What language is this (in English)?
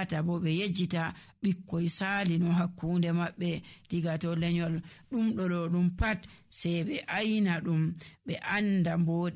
Nigerian Fulfulde